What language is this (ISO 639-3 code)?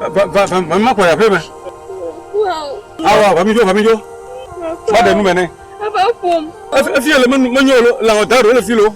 ewe